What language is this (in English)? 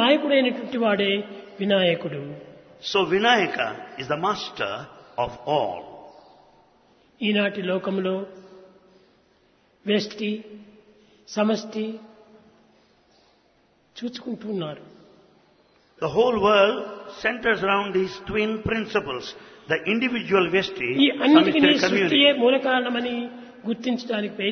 Telugu